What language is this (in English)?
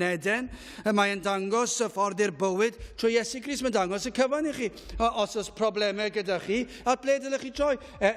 Welsh